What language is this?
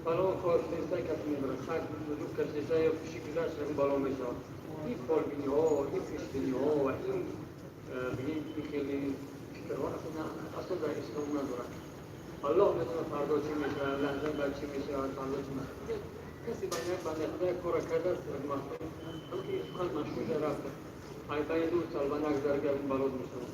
Tajik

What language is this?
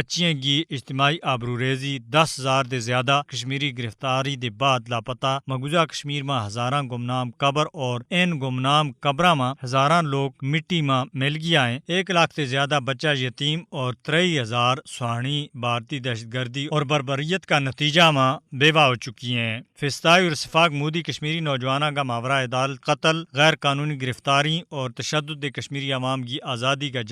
Gujari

